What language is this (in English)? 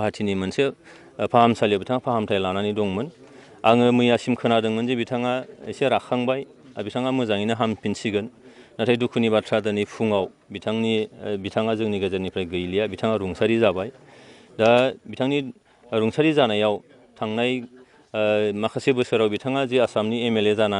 Bodo